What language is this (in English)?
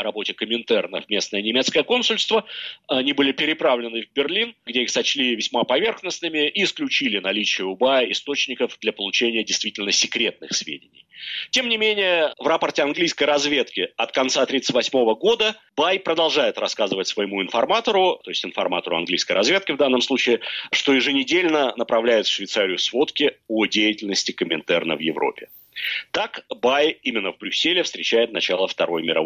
Russian